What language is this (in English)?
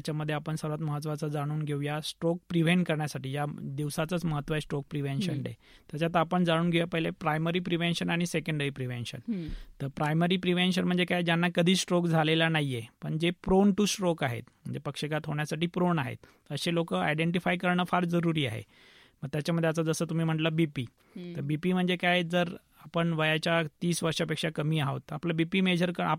Marathi